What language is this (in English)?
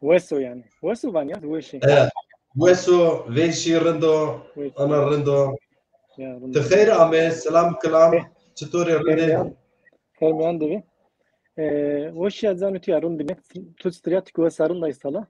Zaza